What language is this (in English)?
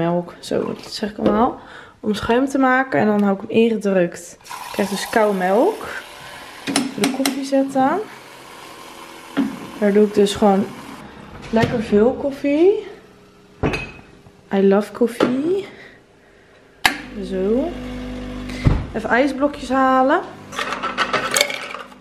Dutch